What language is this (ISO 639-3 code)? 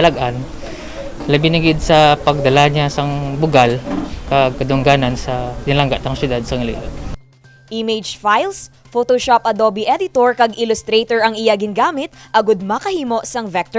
hil